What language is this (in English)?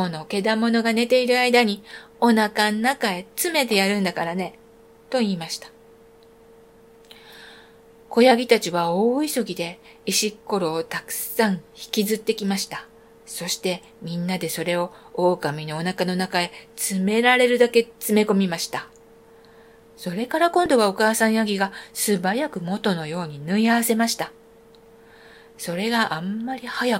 Japanese